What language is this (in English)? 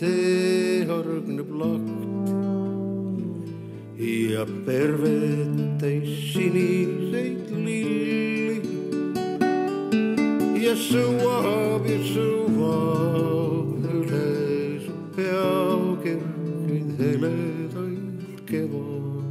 Estonian